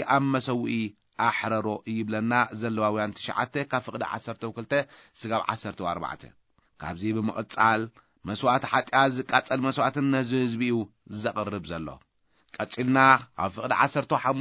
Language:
Tigrinya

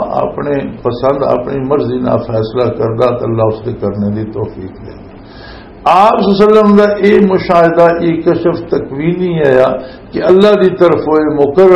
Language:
Western Panjabi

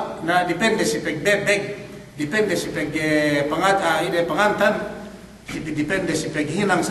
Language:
Yakan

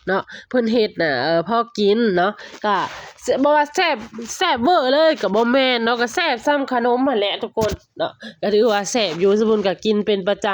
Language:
Lao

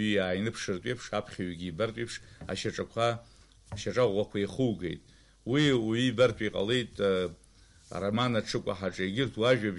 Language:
Abkhazian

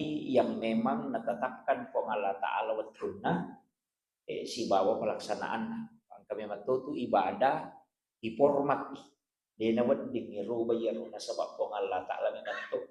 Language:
Buginese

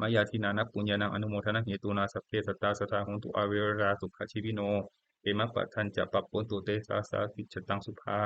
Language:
Pali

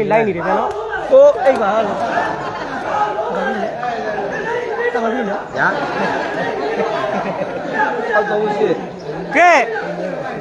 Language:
Burmese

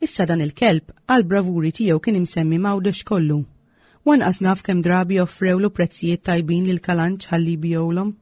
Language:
Maltese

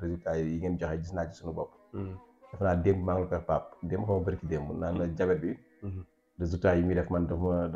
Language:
Wolof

